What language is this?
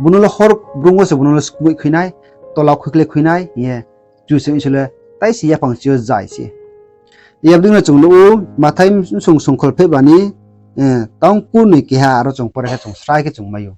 Riang (India)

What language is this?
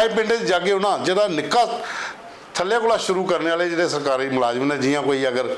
Dogri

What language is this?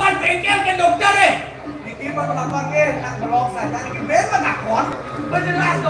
Balinese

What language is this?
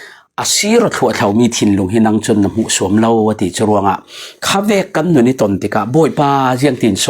Falam Chin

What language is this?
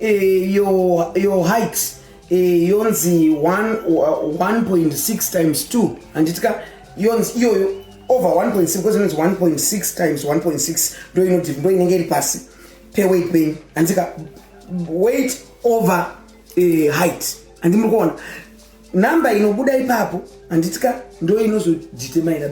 Shona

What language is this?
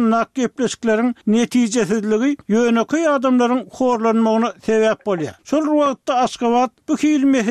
Turkmen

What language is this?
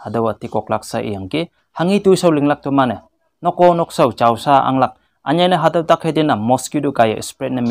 Konyak Naga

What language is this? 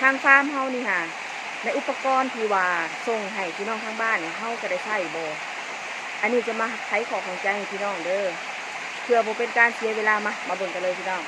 Northeastern Thai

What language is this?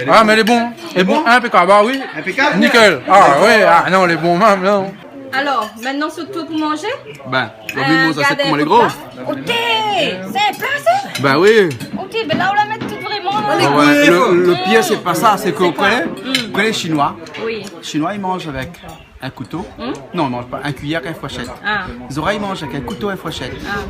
Réunion Creole French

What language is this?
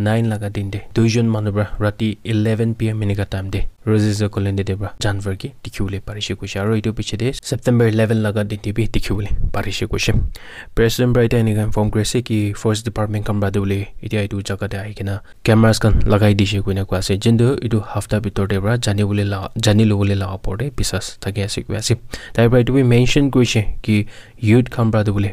Naga Pidgin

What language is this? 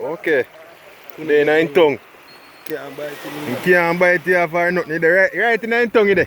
Jamaican Creole English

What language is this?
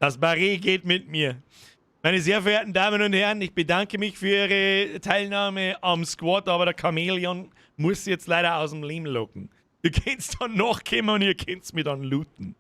Bavarian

